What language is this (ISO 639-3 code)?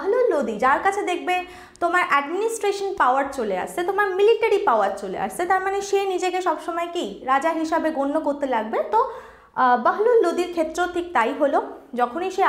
ben